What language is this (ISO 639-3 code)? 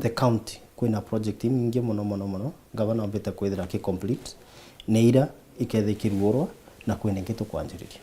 mer